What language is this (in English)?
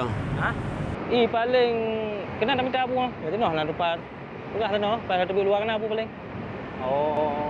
Achinese